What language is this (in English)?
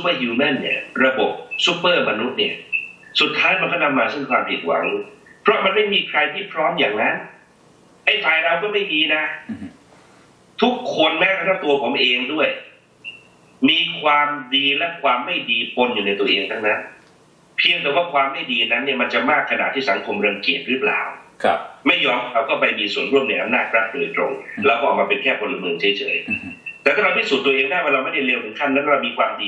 Thai